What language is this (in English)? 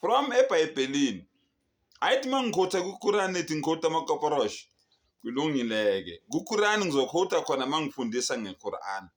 Zulu